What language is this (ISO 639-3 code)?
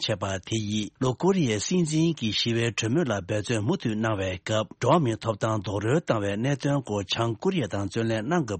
bod